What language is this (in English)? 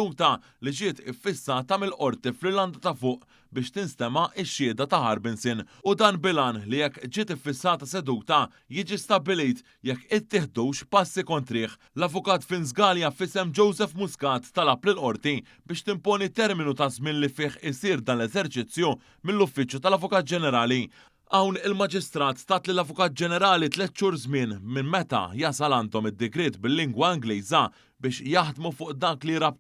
Maltese